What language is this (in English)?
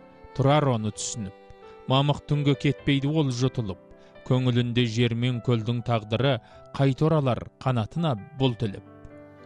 Kazakh